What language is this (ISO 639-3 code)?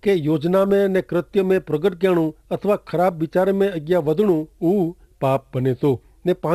kfr